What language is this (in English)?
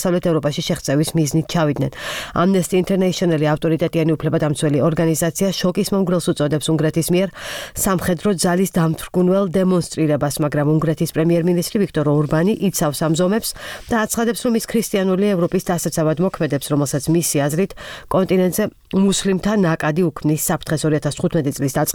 Georgian